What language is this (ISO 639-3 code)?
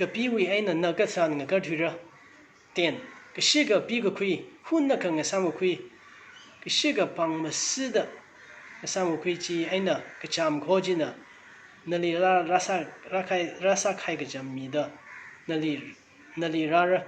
nmf